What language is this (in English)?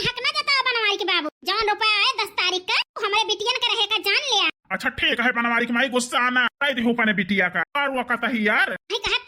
Awadhi